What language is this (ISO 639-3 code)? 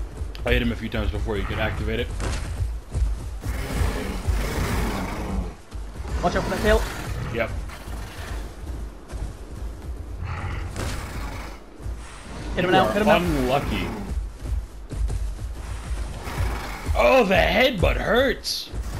eng